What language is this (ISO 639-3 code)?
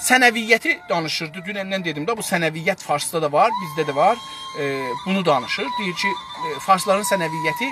azb